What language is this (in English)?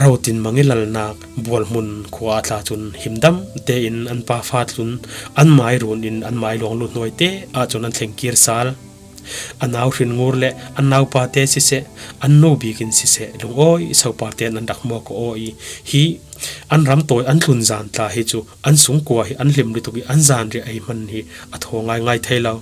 Falam Chin